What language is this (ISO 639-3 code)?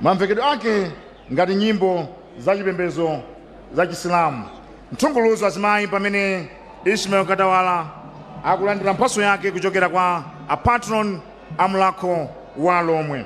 nya